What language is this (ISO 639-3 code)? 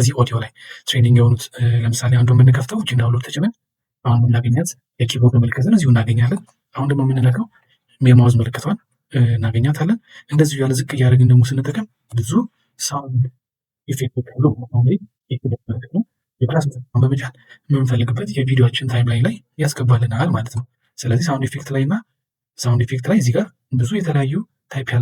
amh